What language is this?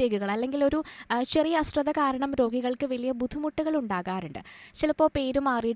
Malayalam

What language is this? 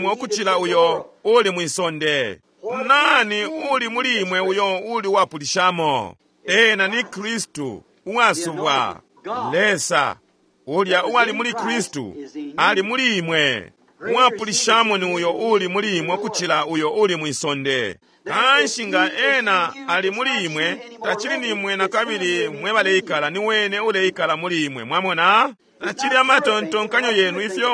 Bemba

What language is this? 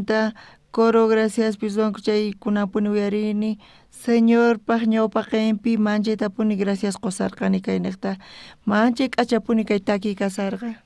South Bolivian Quechua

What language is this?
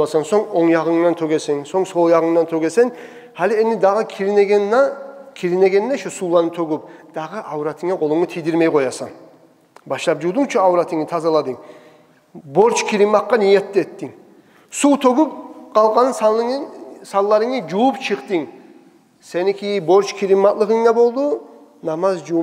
Kumyk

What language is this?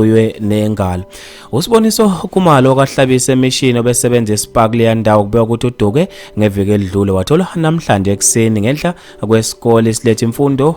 Zulu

